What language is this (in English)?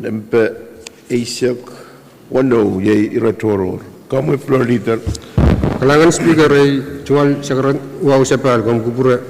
Pohnpeian